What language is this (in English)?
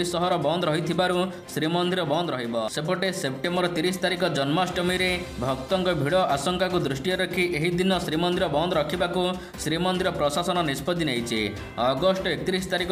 Odia